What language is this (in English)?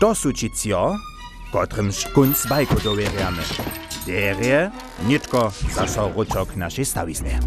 Upper Sorbian